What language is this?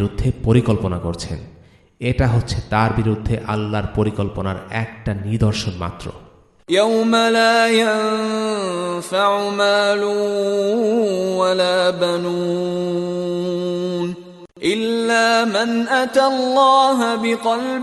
Bangla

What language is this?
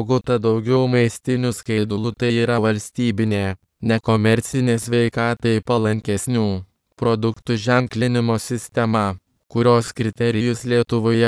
Lithuanian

